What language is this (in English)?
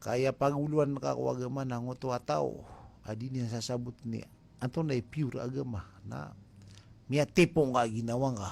Maranao